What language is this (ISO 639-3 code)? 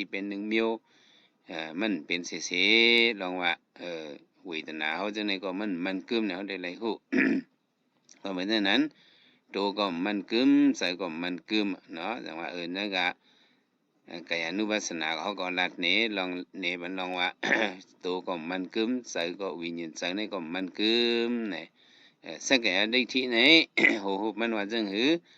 shn